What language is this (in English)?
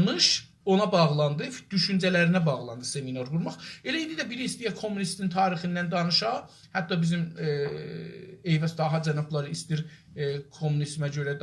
South Azerbaijani